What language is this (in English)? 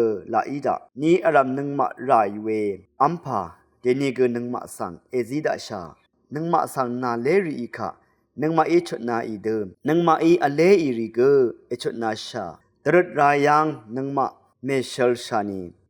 Rawang